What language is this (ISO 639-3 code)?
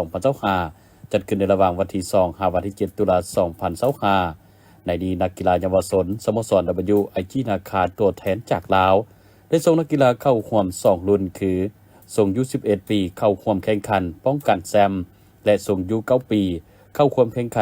lao